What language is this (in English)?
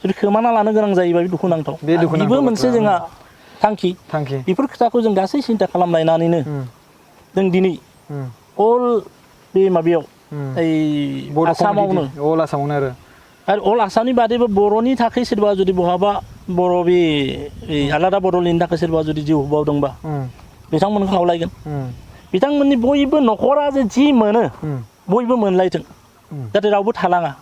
Bodo